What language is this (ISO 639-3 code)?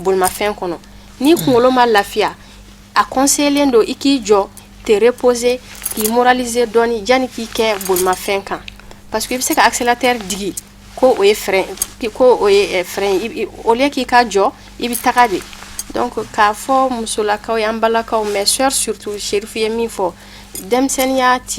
bam